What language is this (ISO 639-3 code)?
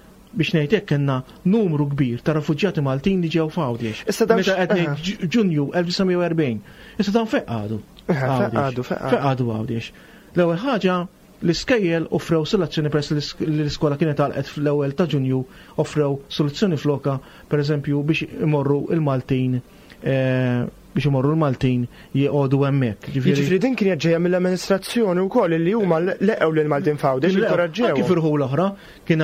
mlt